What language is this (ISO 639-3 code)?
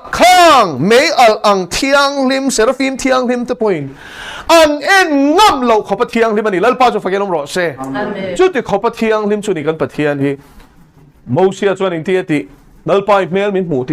lus